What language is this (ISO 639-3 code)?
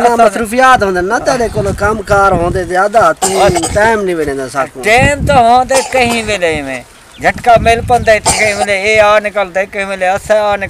skr